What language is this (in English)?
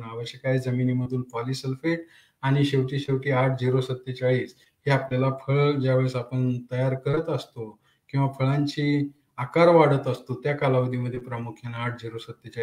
Marathi